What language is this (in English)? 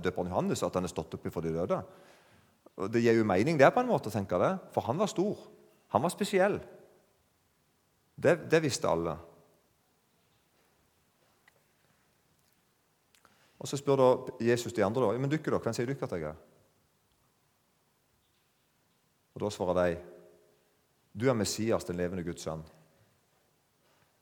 Norwegian